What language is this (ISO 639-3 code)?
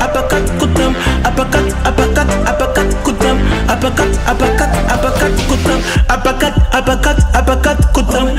swa